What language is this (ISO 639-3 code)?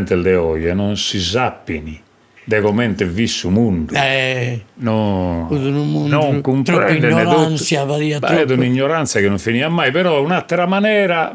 srd